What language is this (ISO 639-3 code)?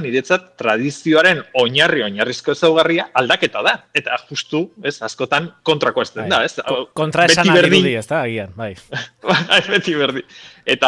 eus